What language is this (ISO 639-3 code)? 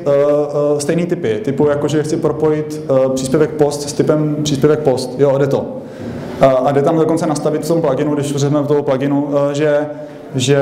ces